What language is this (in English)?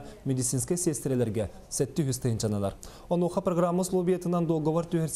Tatar